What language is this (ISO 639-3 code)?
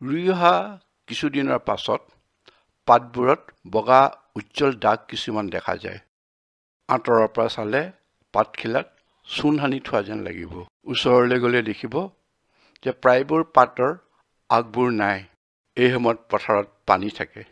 asm